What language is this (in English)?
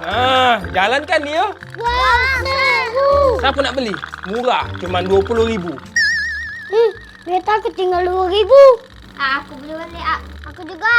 Musi